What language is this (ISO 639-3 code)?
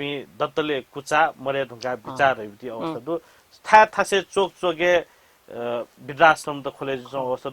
new